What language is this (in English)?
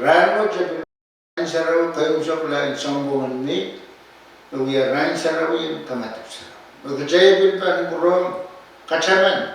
Pohnpeian